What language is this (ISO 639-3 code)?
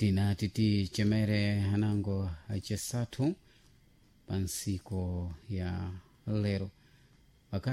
seh